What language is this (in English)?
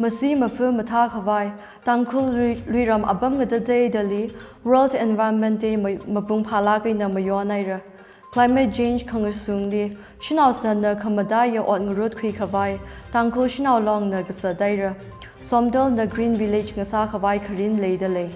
Tangkhul Naga (India)